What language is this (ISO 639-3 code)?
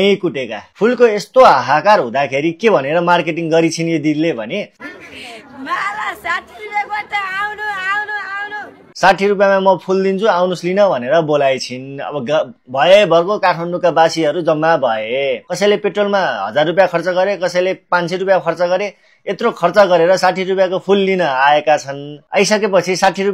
nep